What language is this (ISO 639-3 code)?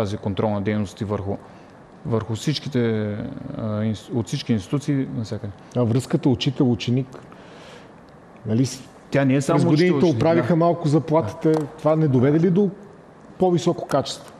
bul